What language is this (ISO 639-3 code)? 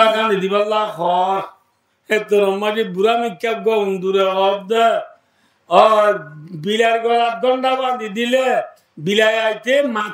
rhg